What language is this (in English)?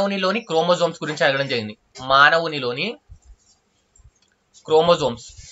Telugu